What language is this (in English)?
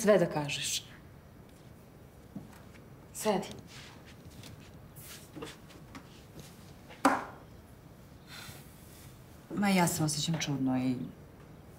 Serbian